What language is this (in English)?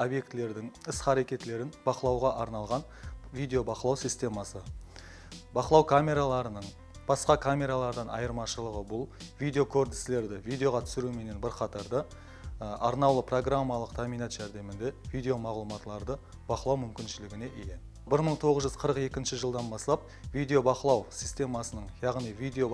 Kara-Kalpak